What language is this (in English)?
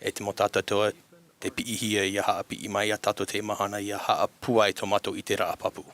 Tahitian